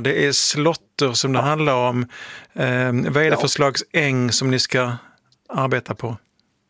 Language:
Swedish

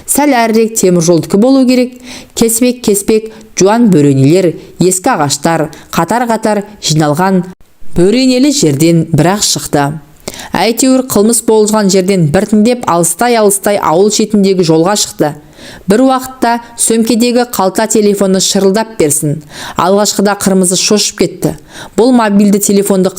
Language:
Kazakh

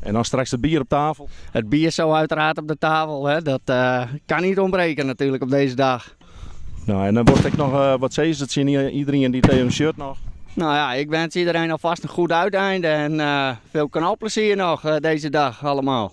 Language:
Western Frisian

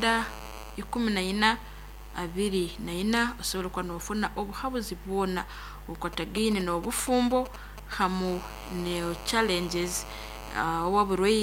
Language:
Nyankole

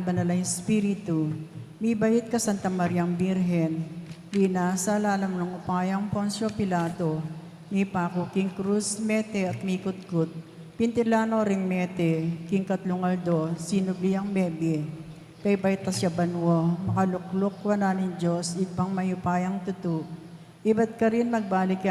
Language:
Pampanga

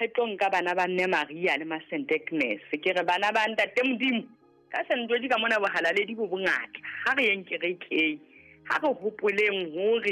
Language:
Southern Sotho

